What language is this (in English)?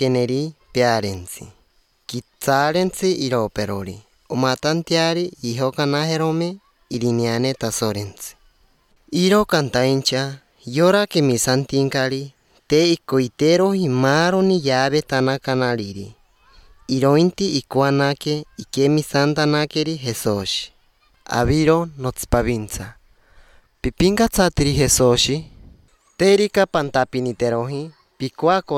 Basque